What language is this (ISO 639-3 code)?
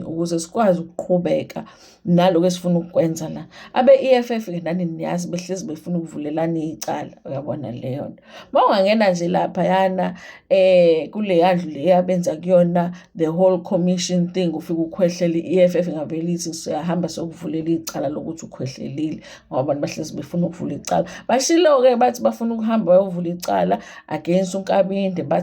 zul